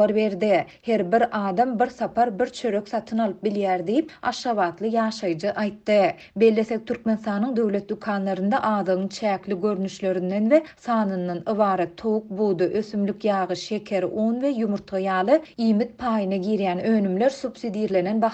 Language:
Turkmen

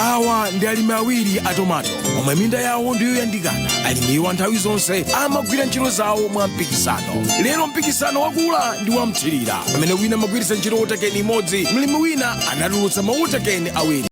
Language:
Nyanja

